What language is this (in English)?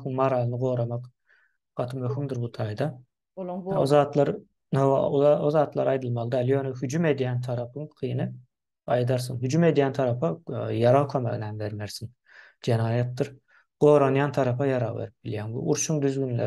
Turkmen